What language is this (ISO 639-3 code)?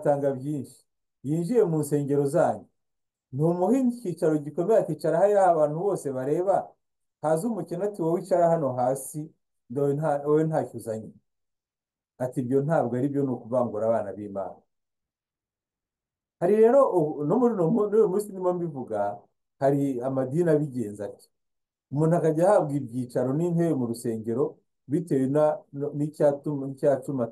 kin